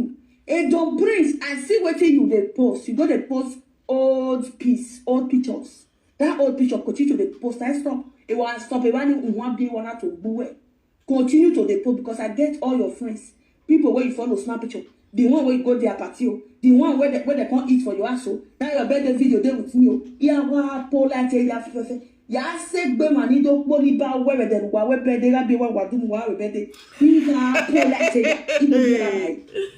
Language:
Nigerian Pidgin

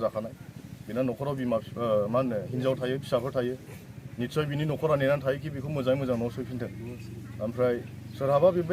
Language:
Bodo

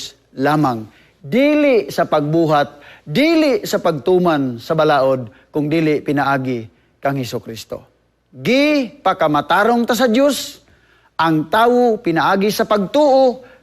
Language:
Cebuano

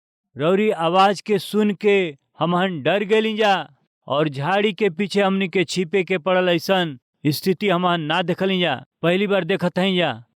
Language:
Bhojpuri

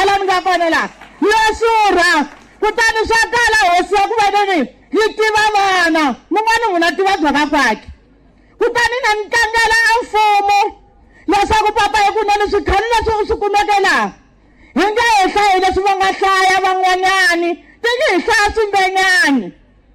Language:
Tsonga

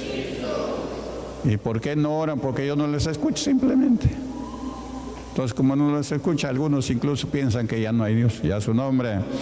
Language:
Spanish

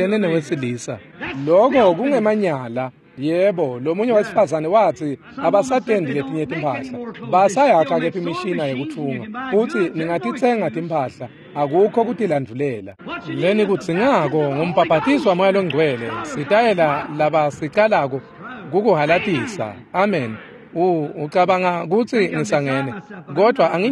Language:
Swati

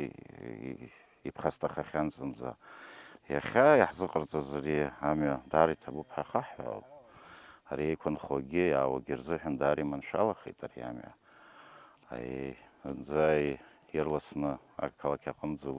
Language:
Abkhazian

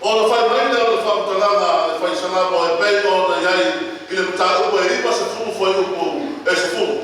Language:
Samoan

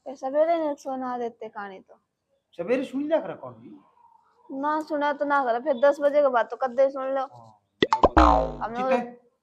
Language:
Haryanvi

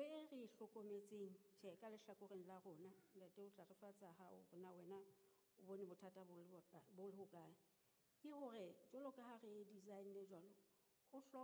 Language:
Southern Sotho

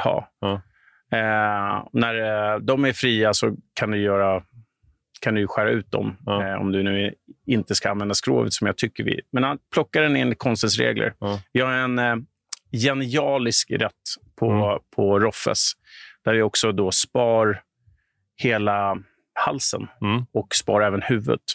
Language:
Swedish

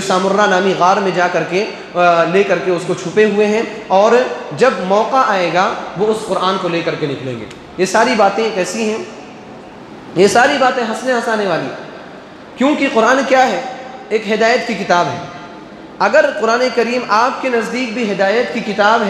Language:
Urdu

